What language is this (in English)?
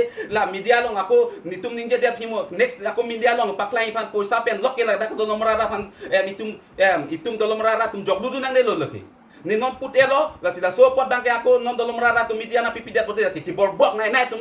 Karbi